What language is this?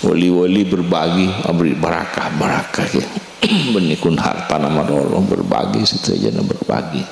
Madurese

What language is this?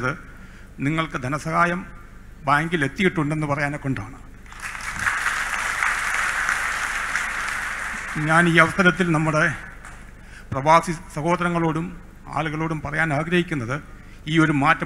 Malayalam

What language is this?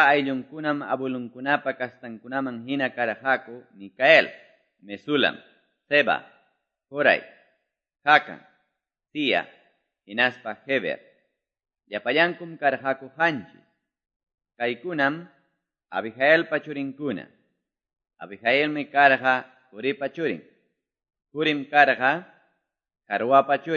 Quechua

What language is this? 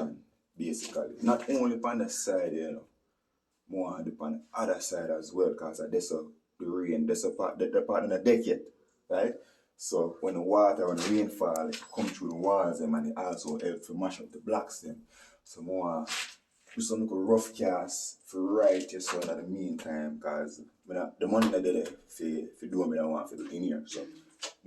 Jamaican Creole English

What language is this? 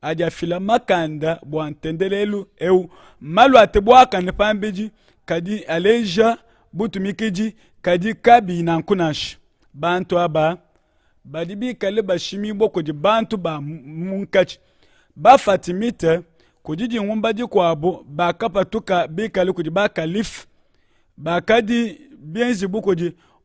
Luba-Lulua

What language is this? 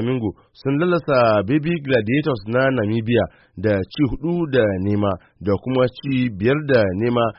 Hausa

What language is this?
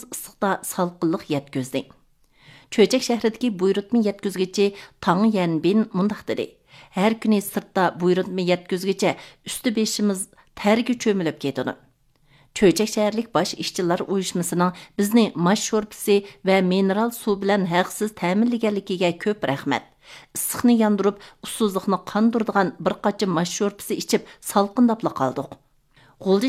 Uyghur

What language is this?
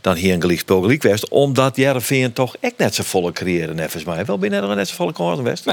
Western Frisian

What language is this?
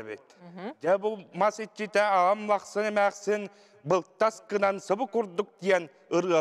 Yakut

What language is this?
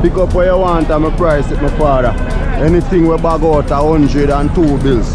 Jamaican Creole English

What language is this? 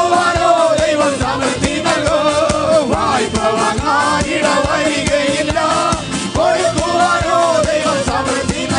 Malayalam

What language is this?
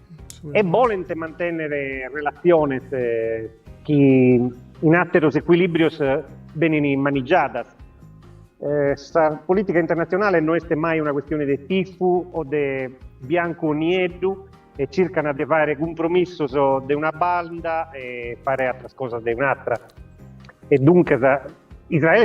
Sardinian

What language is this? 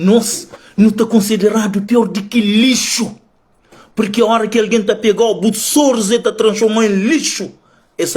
Kabuverdianu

